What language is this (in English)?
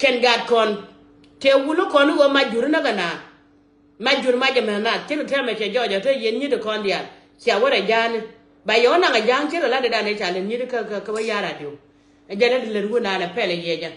Nuer